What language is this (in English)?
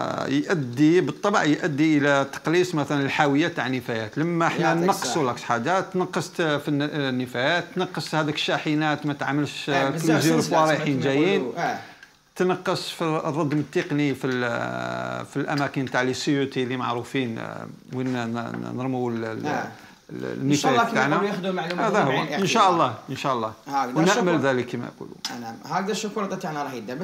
Algerian Arabic